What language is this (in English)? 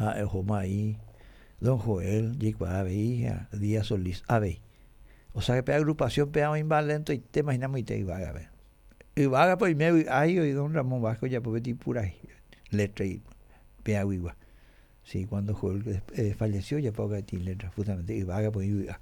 Guarani